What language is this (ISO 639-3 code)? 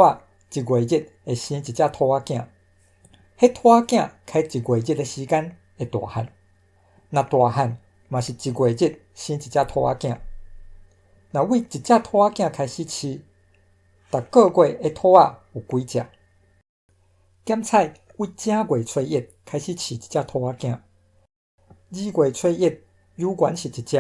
nan